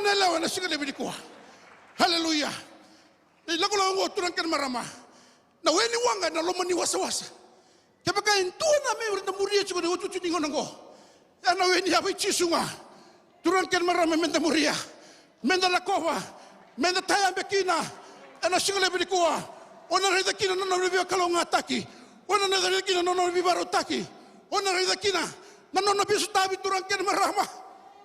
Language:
Fijian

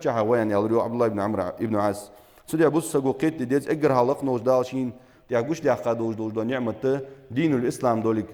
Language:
Ingush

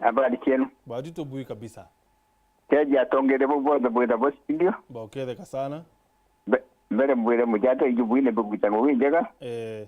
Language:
Meru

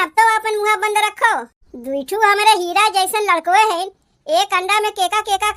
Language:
Awadhi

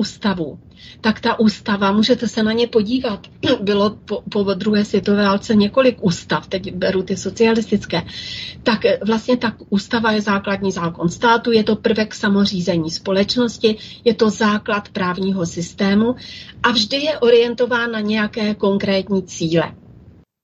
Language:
Czech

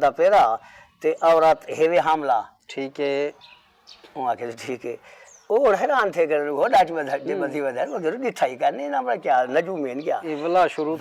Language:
Saraiki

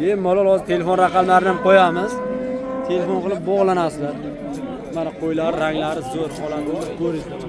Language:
Uzbek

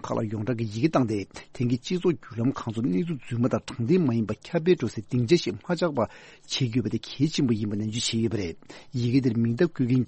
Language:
Tibetan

